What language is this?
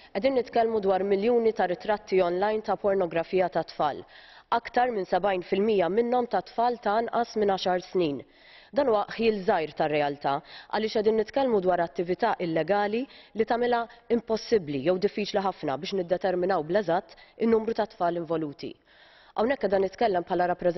Maltese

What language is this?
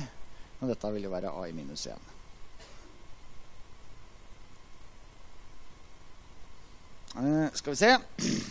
Norwegian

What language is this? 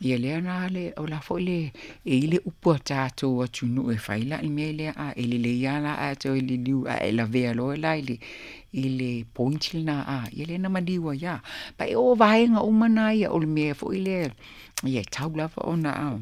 Samoan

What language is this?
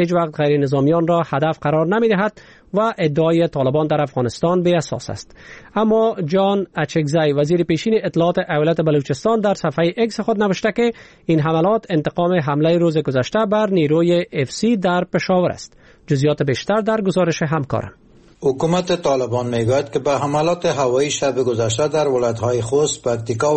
Persian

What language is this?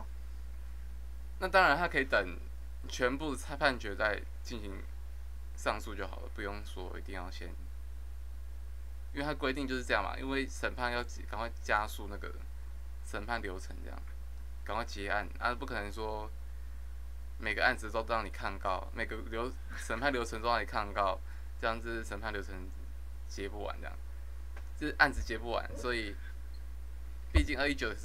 Chinese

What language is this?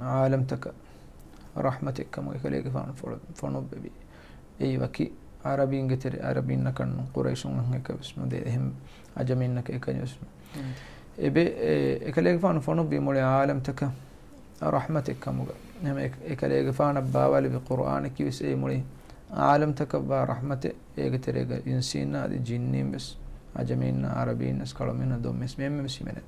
Divehi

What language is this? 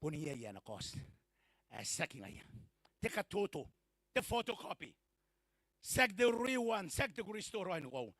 Gilbertese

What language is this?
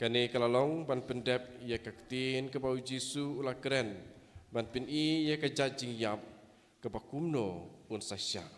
Khasi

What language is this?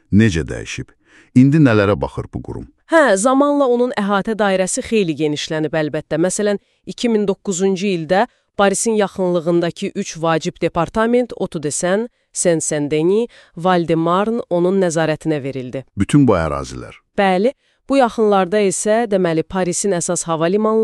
Azerbaijani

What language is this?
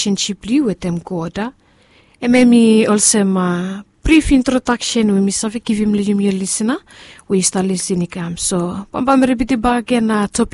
Bislama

